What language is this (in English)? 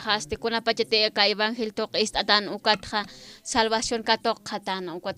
Aymara